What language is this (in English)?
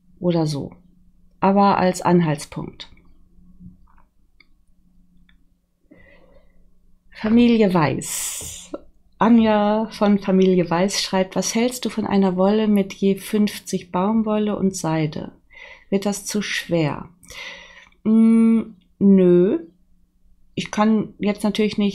German